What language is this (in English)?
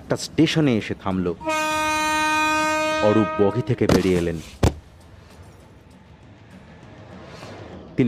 Bangla